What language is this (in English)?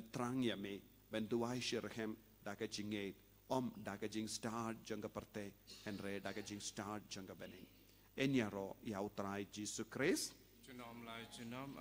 Khasi